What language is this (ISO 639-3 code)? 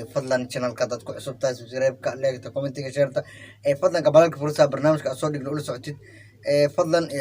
som